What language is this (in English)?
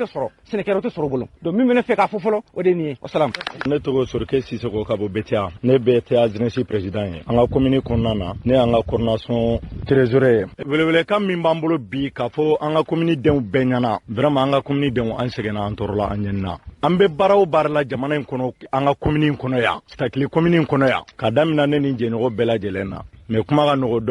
Bambara